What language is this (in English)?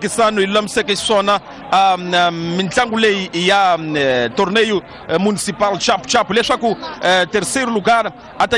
Tsonga